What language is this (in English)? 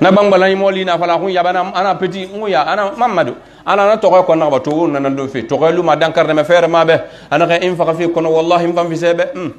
Pular